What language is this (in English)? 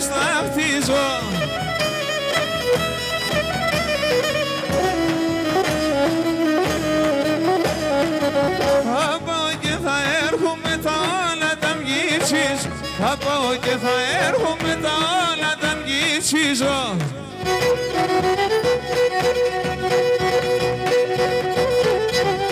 Greek